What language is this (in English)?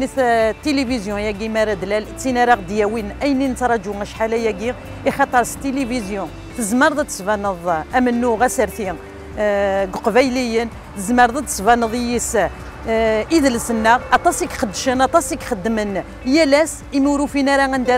Kabyle